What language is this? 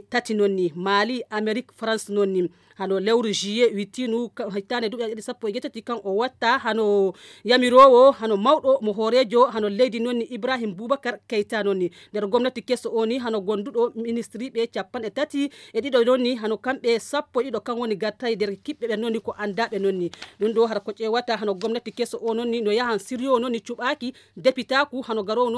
Nigerian Fulfulde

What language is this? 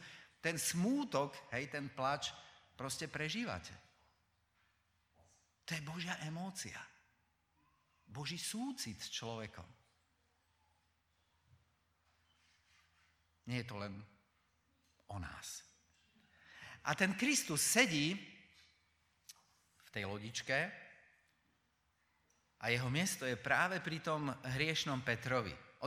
Slovak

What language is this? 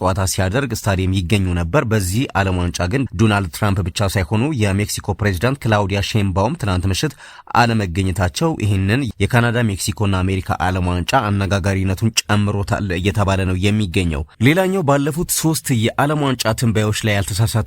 Amharic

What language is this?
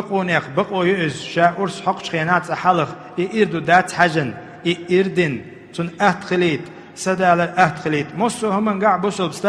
Chechen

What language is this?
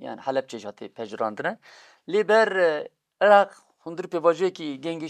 Kurdish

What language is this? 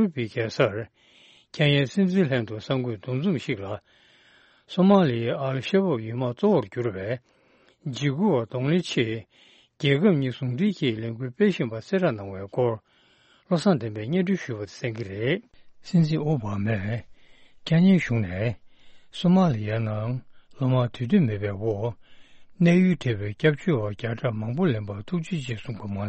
Tibetan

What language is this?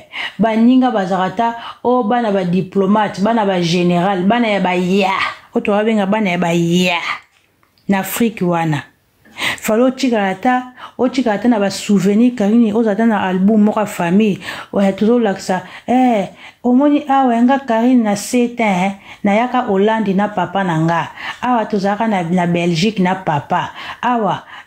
Lingala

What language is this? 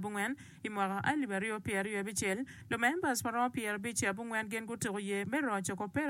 Acoli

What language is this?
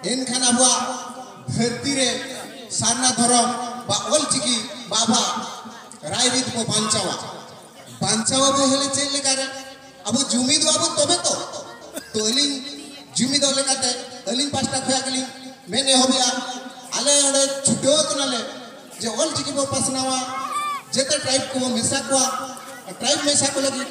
Santali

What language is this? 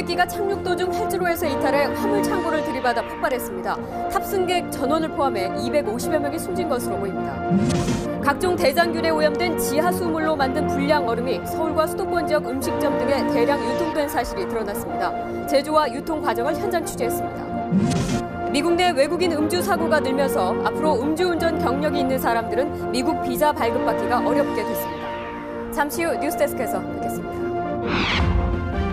Korean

